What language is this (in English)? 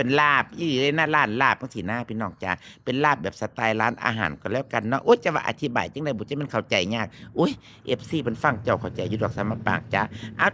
Northeastern Thai